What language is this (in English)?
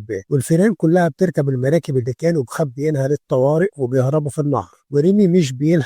Egyptian Arabic